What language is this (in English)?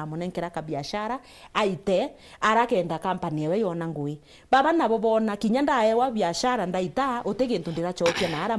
Meru